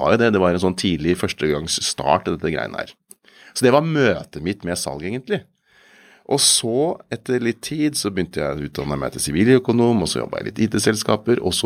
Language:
Norwegian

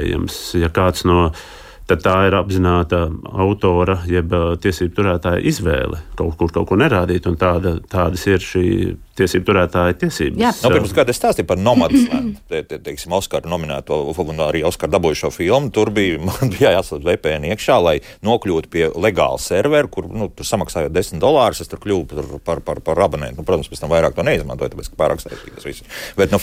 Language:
Latvian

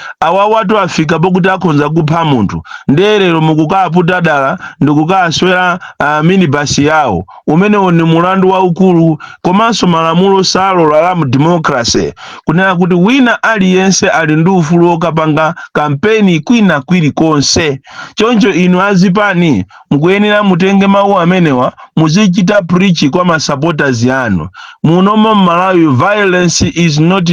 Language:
Nyanja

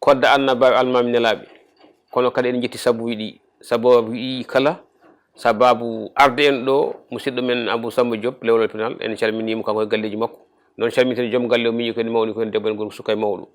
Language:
Fula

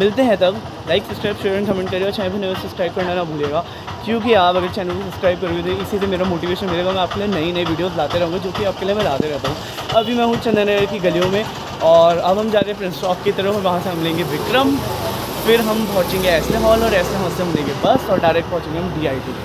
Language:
Hindi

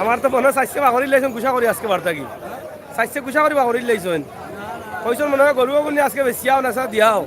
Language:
Sylheti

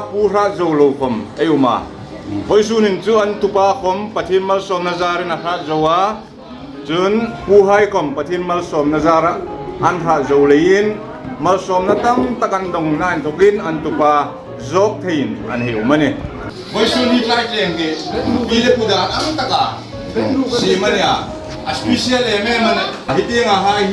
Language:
Hmar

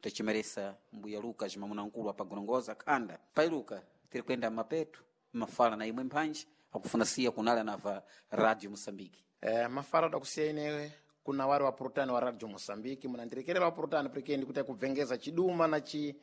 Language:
Sena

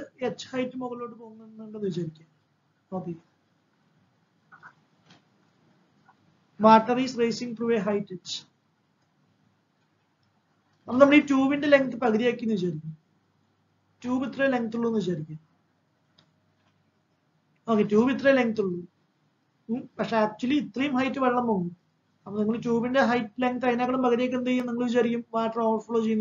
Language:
Malayalam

